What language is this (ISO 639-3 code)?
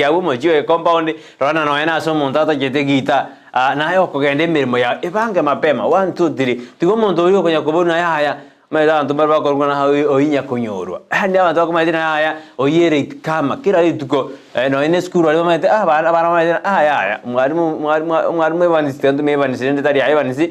guz